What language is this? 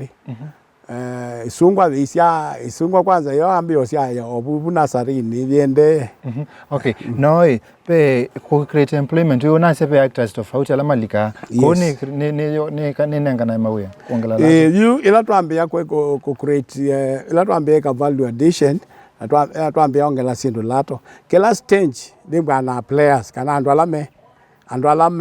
Kamba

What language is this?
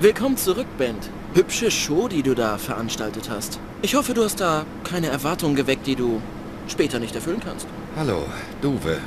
Bavarian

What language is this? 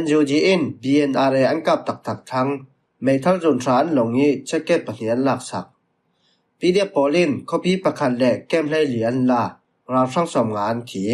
Falam Chin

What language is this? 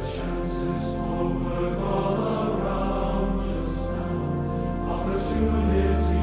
Tongan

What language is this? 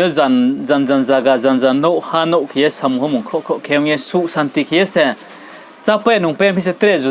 Riang (India)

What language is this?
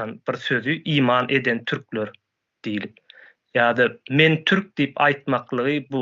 Turkmen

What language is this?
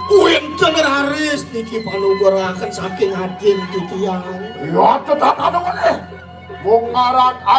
Balinese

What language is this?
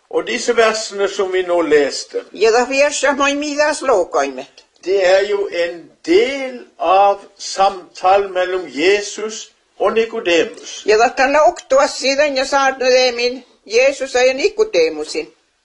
Norwegian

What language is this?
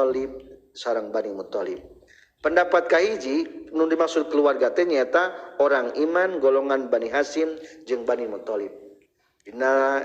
Sundanese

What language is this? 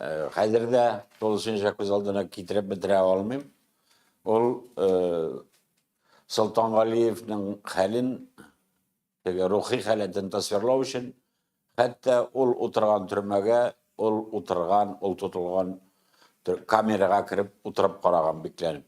Tatar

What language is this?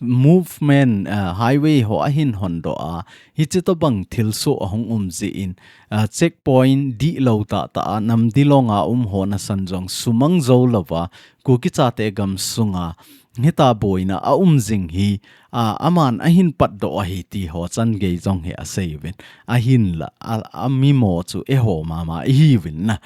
Thado Chin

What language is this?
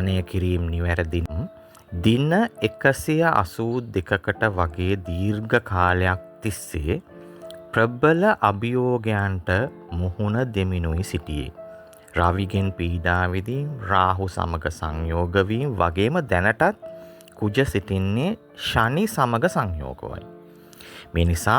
Sinhala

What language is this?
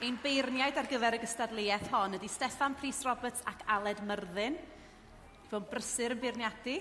Welsh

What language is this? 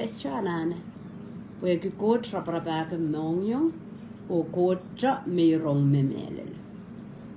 Pohnpeian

